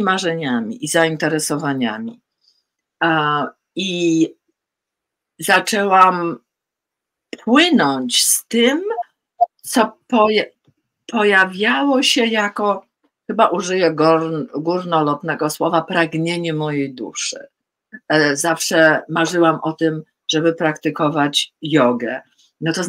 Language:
Polish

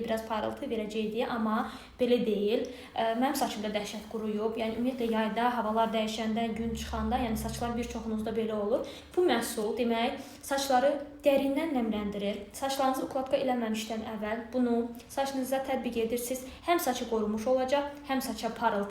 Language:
Azerbaijani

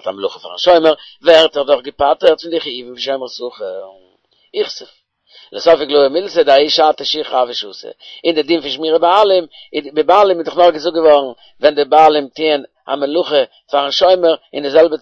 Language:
Yiddish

